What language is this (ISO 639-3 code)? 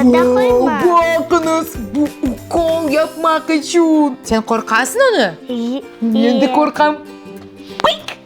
crh